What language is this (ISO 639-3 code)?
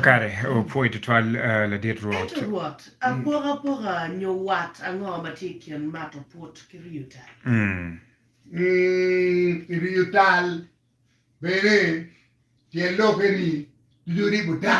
ach